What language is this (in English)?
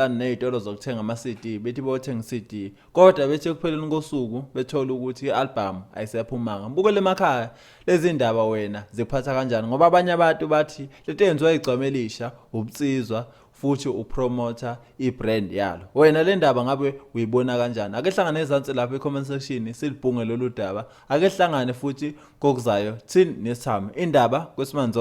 Zulu